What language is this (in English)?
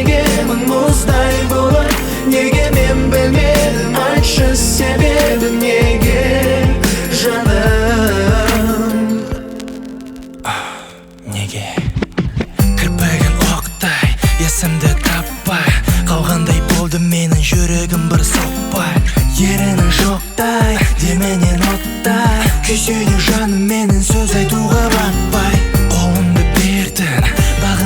Kazakh